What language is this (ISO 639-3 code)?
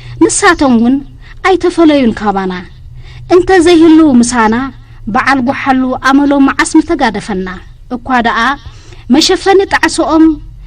tir